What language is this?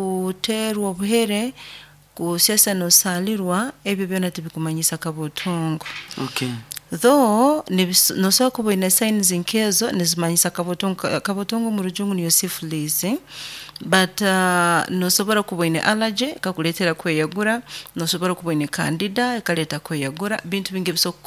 Nyoro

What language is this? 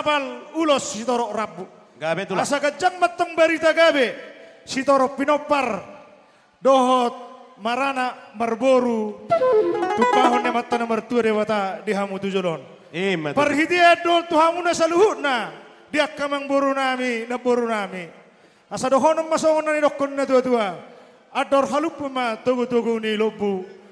Batak Toba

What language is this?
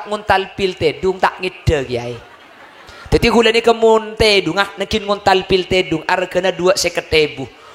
Madurese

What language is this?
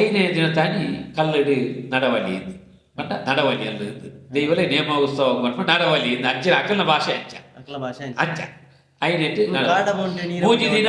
Tulu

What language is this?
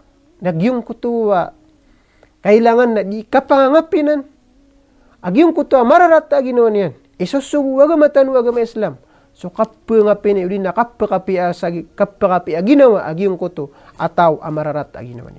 Maranao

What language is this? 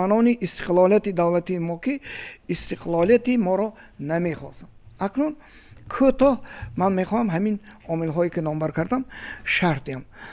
Tajik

